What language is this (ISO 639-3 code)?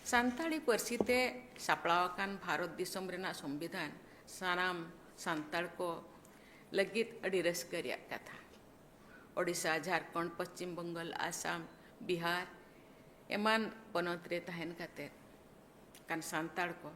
sat